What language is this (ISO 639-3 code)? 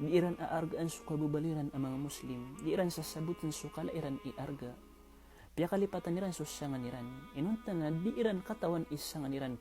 mrw